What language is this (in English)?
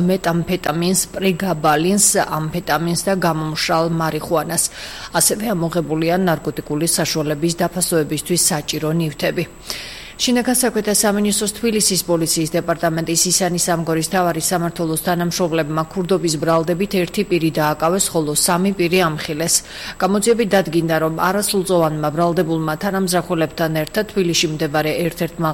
Georgian